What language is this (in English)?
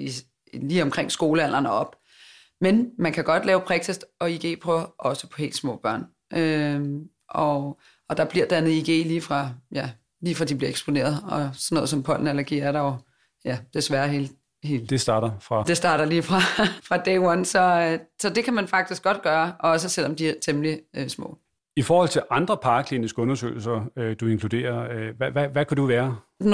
Danish